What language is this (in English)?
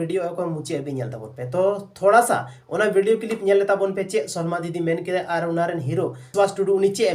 Santali